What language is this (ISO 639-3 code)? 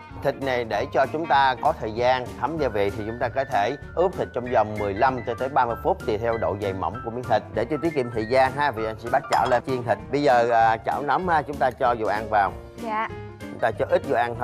vie